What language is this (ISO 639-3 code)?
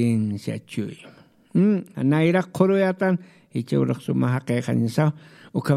aym